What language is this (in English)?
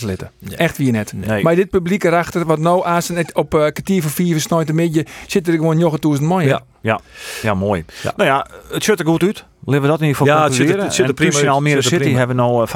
Western Frisian